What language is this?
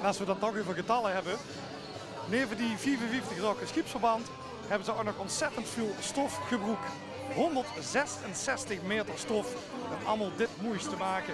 Limburgish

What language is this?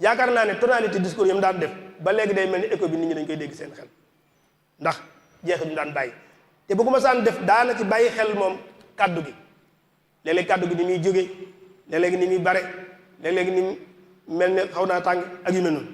Wolof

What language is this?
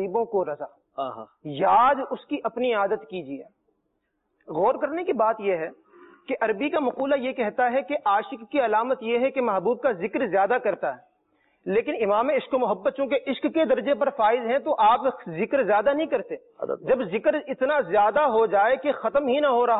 Urdu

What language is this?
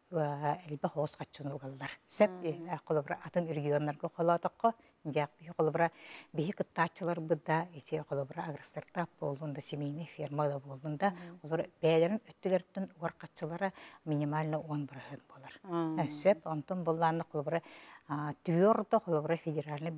Yakut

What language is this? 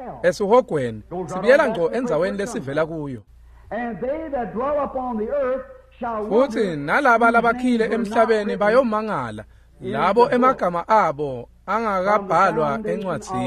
Swati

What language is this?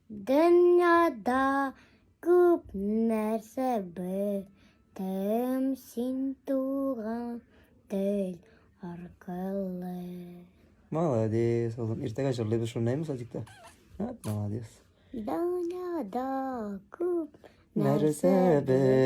Tatar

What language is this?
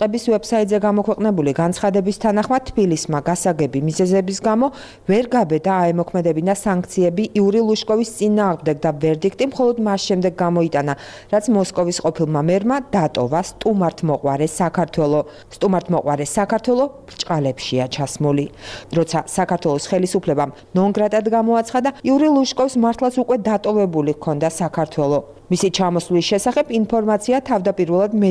Georgian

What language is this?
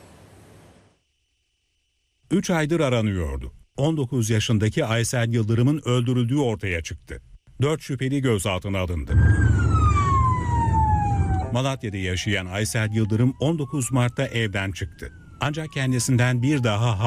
Turkish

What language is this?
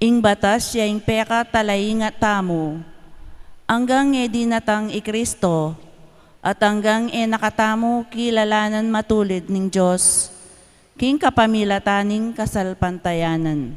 Pampanga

